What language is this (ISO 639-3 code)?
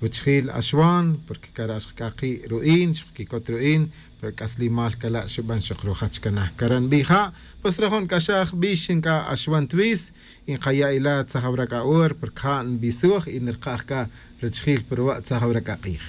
tzj